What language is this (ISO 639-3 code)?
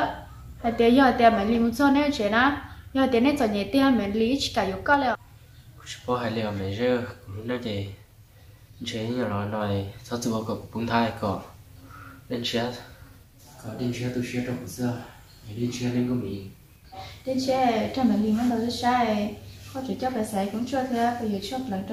vie